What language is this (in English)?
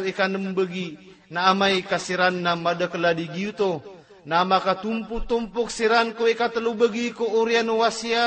Maranao